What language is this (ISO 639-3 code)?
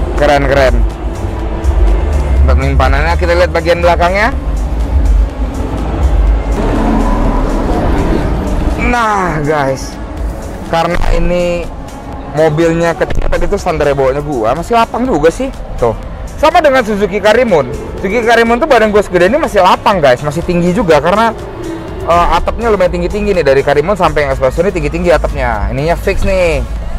ind